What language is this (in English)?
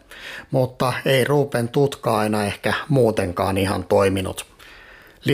Finnish